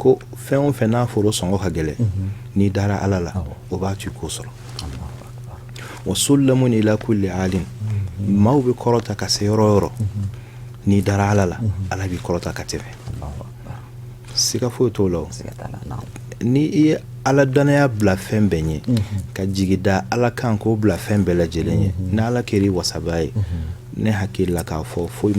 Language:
Bambara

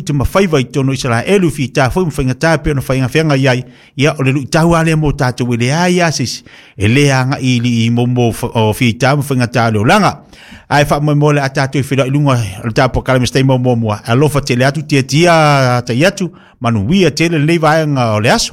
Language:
Samoan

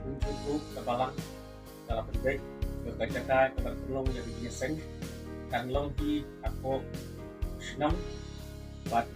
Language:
Khasi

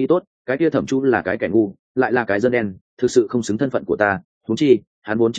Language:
Vietnamese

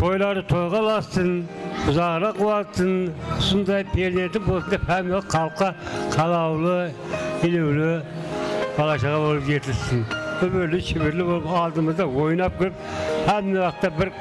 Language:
Kara-Kalpak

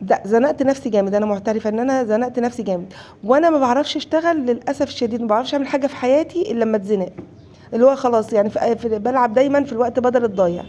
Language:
Egyptian Arabic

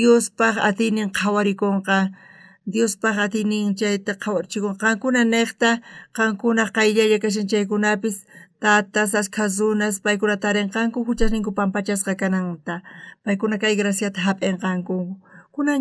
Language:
South Bolivian Quechua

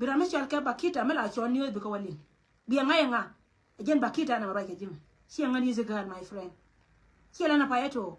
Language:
Nuer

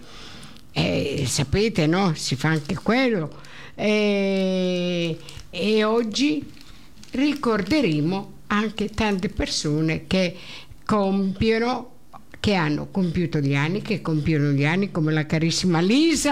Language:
Italian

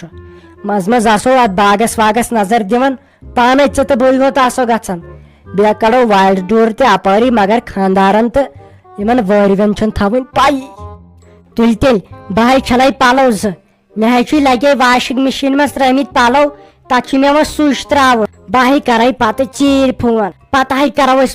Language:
Kashmiri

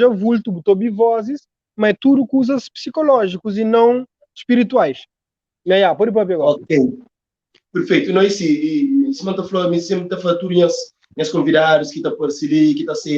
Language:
Kabuverdianu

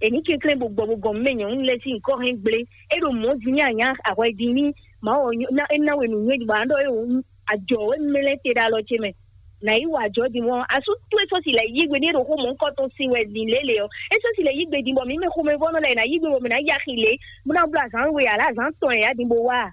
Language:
Fon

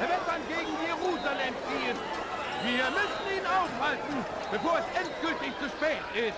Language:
Bavarian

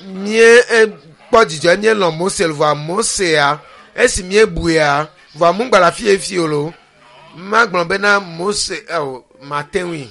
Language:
Ewe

